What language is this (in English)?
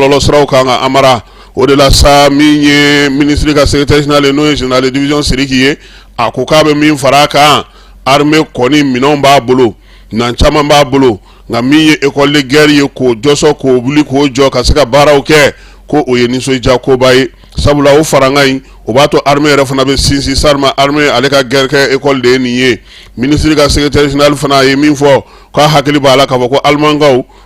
Bambara